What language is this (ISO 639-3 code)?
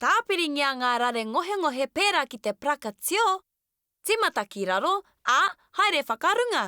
mri